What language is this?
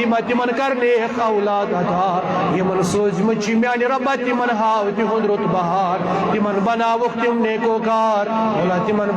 Kashmiri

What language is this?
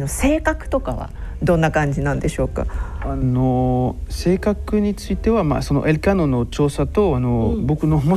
Japanese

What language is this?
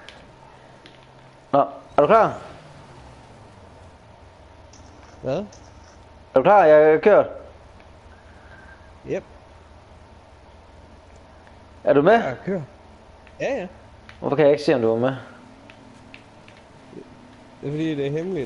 Danish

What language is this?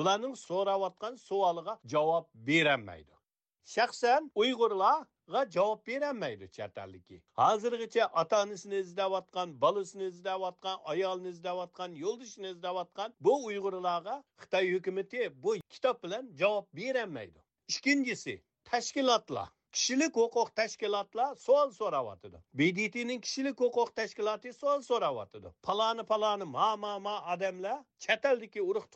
Uyghur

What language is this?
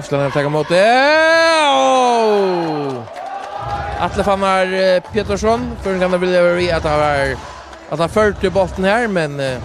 Faroese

